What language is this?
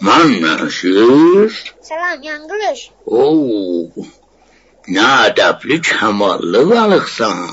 South Azerbaijani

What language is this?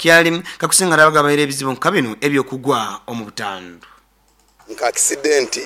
Nyankole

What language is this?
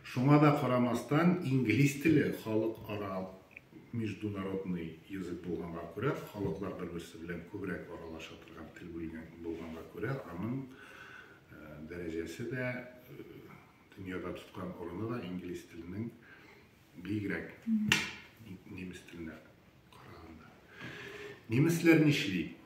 Tatar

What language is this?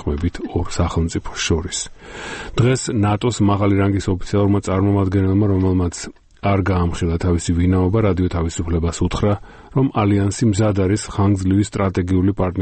Georgian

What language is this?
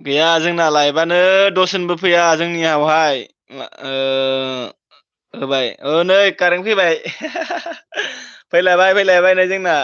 Bodo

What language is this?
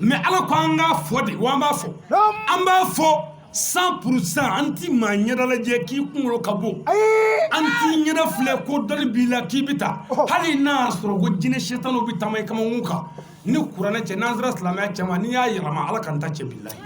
Bambara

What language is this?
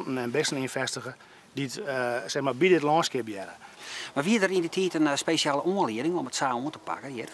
Western Frisian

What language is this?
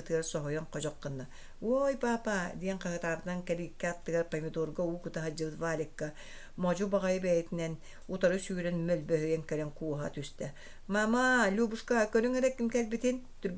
Yakut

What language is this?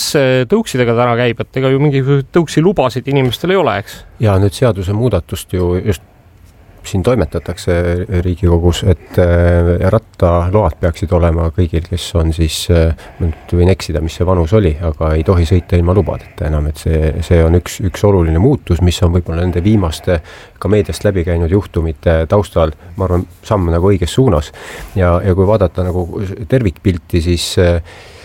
Estonian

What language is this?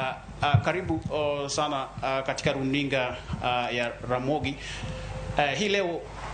Luo (Kenya and Tanzania)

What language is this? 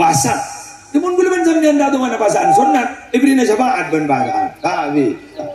Madurese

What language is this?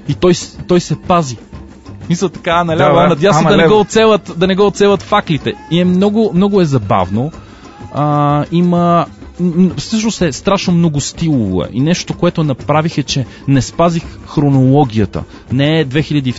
Bulgarian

